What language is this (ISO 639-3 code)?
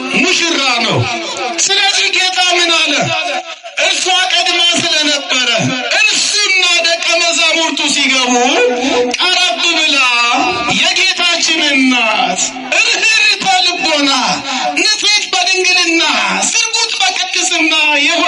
amh